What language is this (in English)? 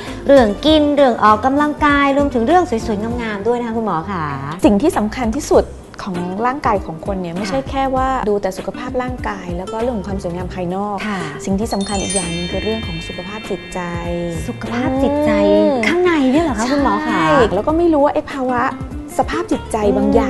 Thai